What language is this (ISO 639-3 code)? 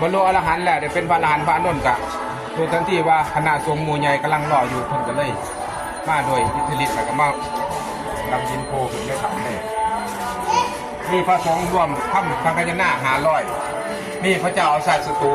lao